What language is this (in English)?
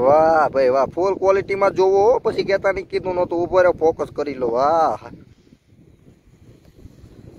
Gujarati